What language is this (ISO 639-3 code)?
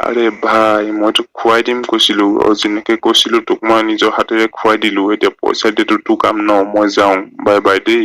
asm